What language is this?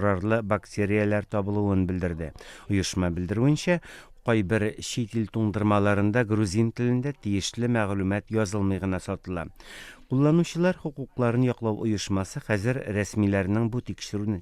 Tatar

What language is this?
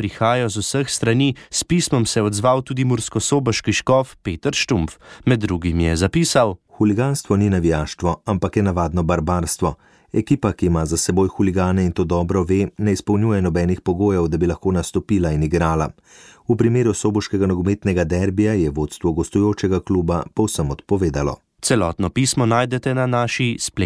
Slovenian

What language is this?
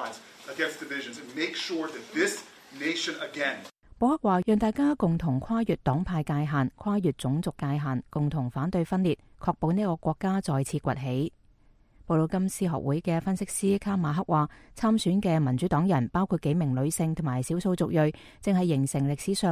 Cantonese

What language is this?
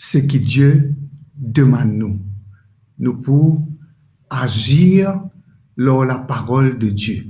Morisyen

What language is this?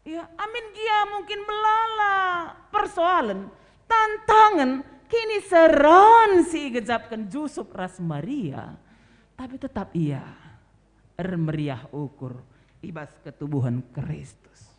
Batak Karo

